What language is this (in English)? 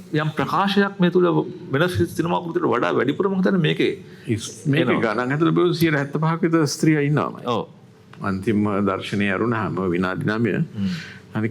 Sinhala